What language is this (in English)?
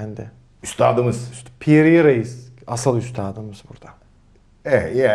Turkish